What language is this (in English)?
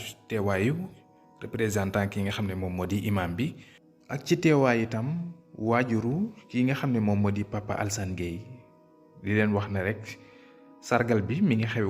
Wolof